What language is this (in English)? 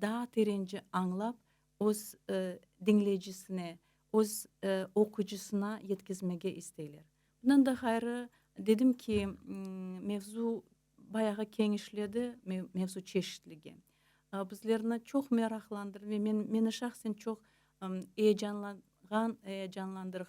Crimean Tatar